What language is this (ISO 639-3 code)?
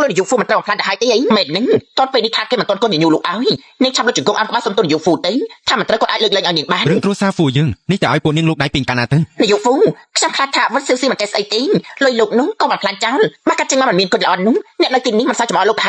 khm